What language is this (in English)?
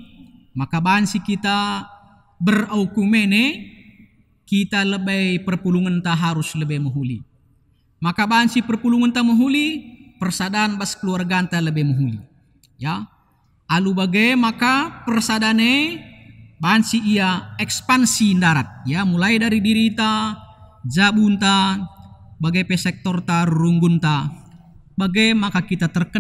Batak Karo